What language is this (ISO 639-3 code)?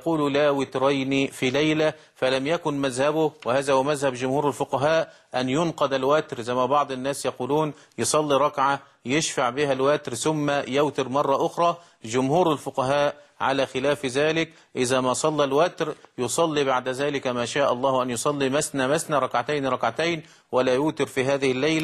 ara